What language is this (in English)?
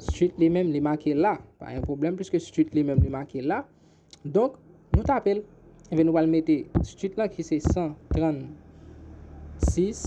Haitian Creole